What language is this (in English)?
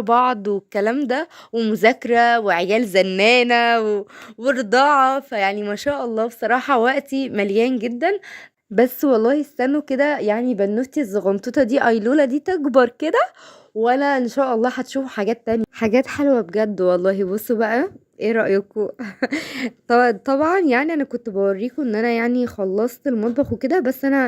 Egyptian Arabic